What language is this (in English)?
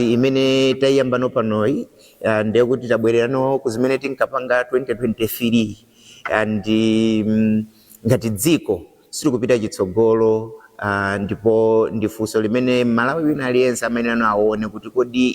Nyanja